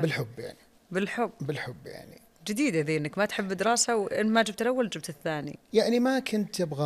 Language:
Najdi Arabic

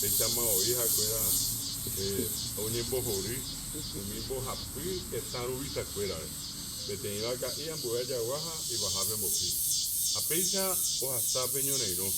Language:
Guarani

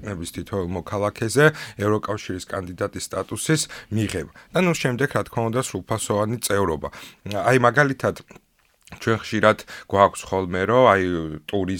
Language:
Georgian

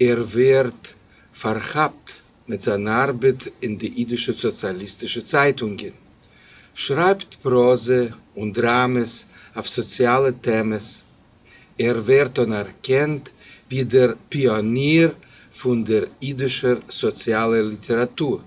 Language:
Yiddish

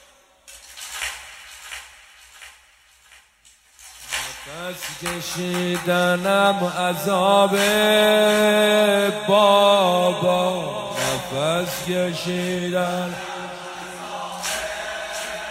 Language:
Persian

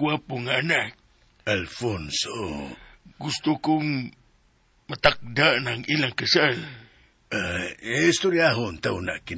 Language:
Cebuano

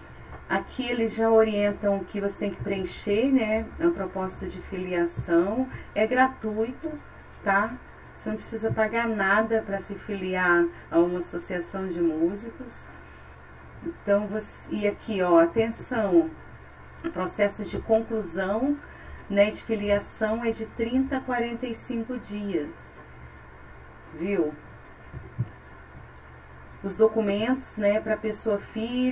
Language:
Portuguese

